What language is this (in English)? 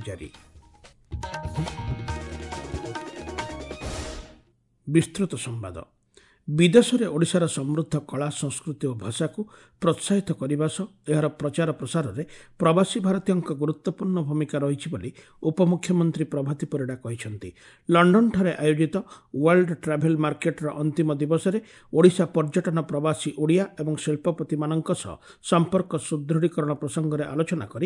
Odia